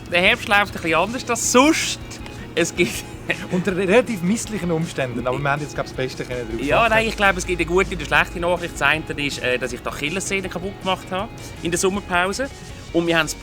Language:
Swiss German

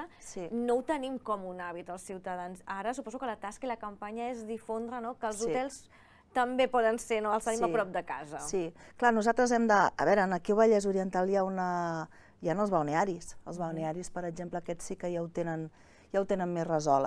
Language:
Catalan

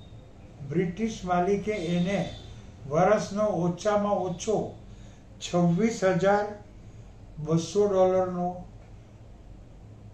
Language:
Gujarati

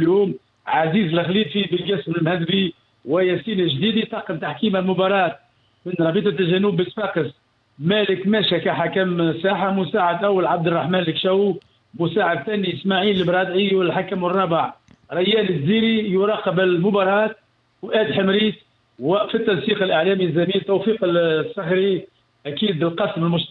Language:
Tunisian Arabic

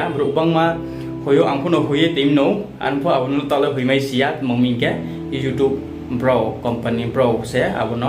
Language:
Riang (India)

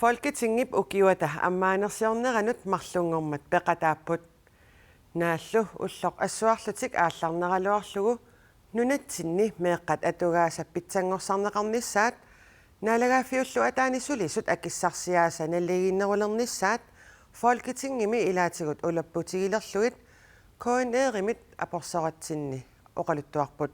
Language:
Kalaallisut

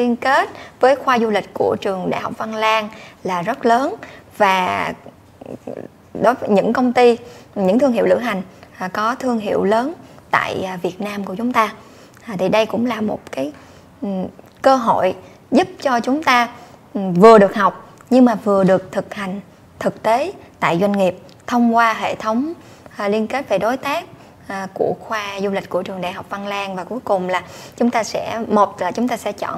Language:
Vietnamese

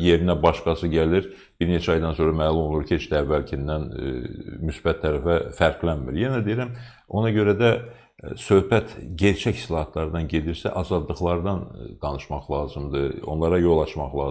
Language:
Azerbaijani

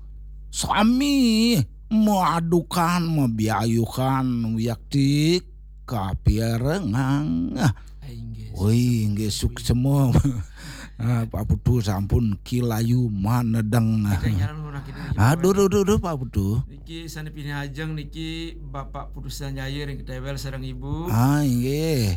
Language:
Balinese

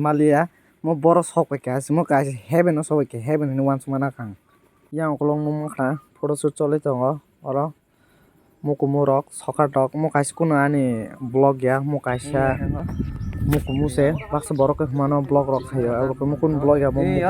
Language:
Kok Borok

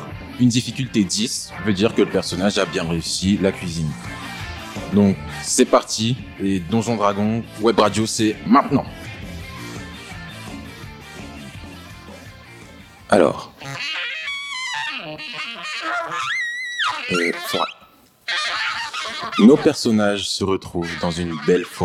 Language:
French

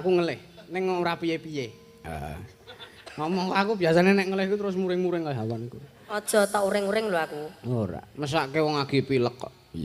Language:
Javanese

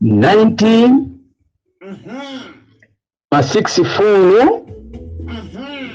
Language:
Nyanja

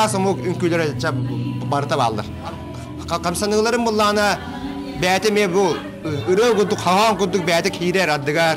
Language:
Yakut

